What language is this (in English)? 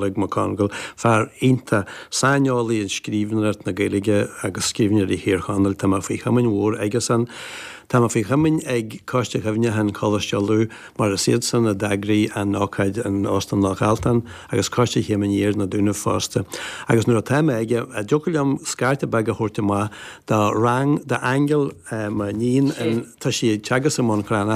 Irish